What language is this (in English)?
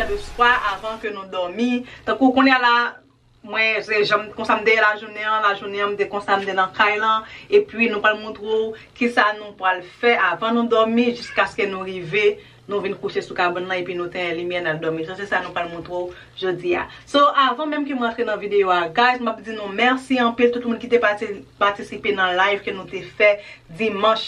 Haitian Creole